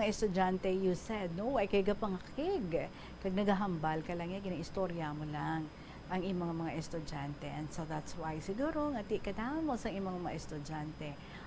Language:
Hiligaynon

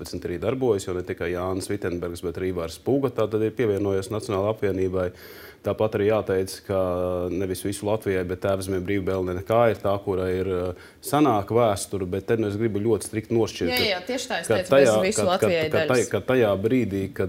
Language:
Latvian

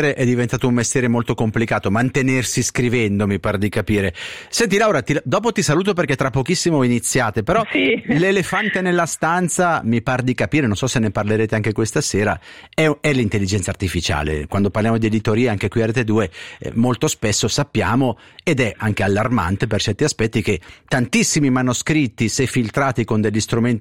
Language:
Italian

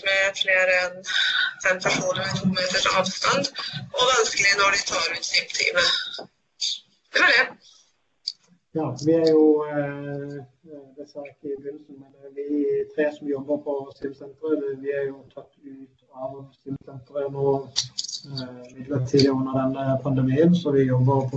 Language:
Norwegian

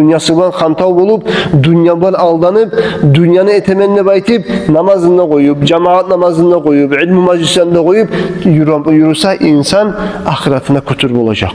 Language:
Kumyk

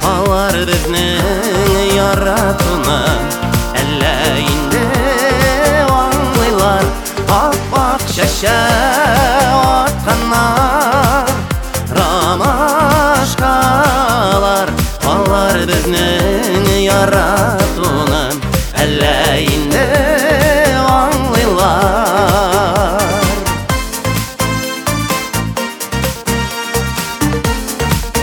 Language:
Tatar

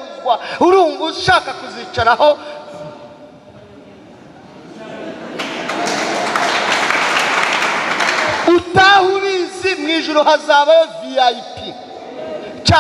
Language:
Kinyarwanda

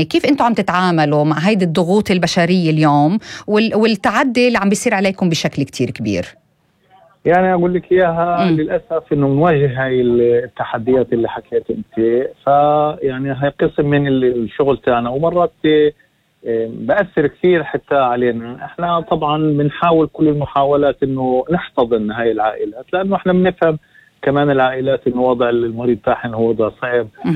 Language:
North Levantine Arabic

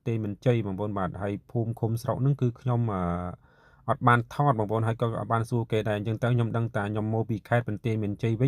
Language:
Khmer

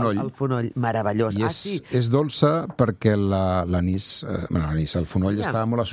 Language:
Catalan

